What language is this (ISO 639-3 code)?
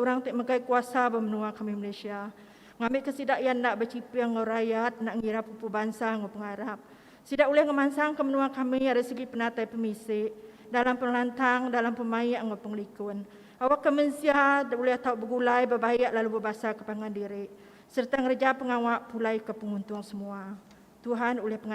iba